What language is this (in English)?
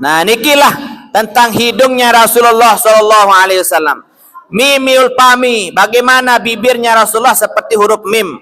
Sasak